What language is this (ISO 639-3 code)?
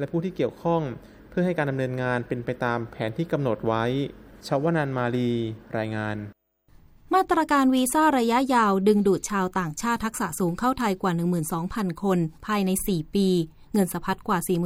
tha